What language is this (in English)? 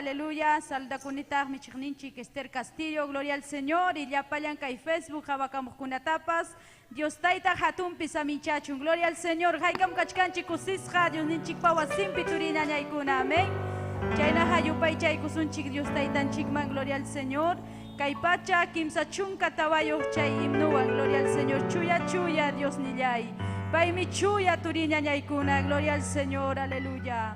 Ayacucho Quechua